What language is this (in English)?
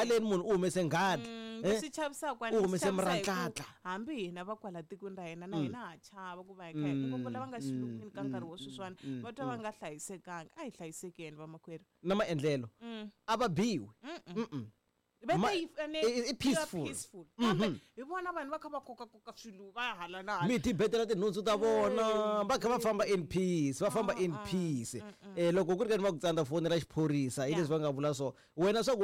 Tsonga